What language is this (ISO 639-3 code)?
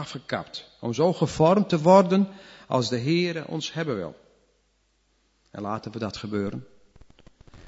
nld